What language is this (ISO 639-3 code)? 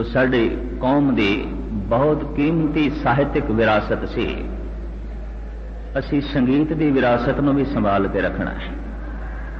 pan